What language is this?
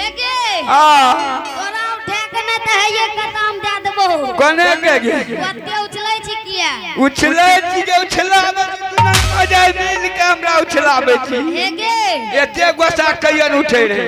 Angika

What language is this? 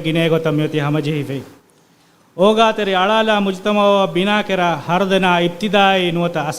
Divehi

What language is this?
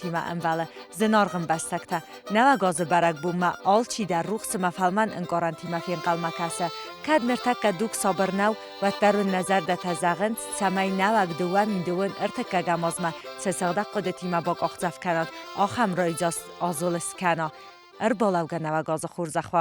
Ossetic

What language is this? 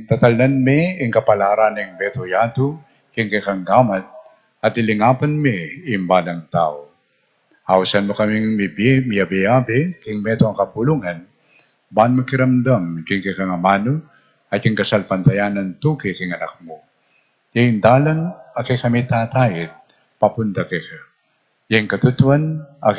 Pampanga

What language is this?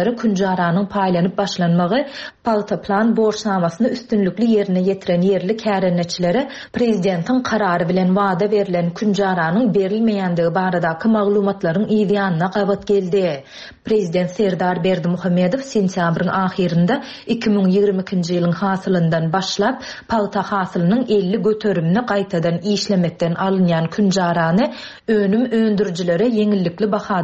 Turkmen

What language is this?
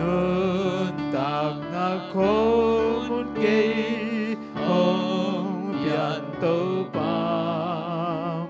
Tedim Chin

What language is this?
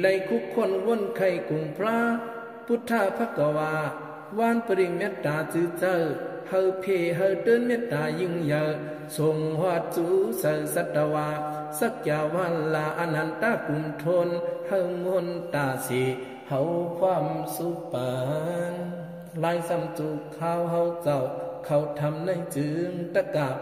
Shan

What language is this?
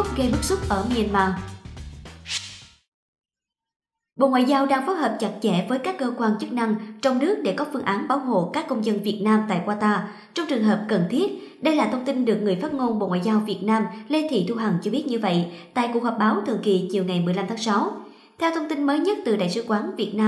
Vietnamese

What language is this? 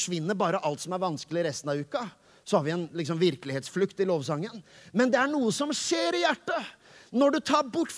Norwegian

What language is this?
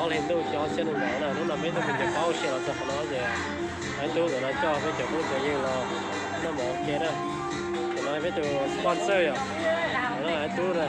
Hmong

